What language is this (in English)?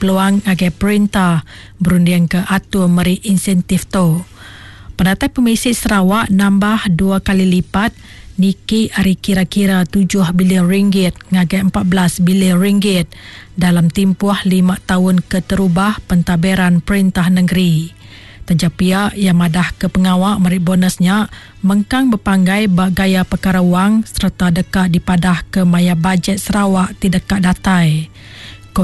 Iban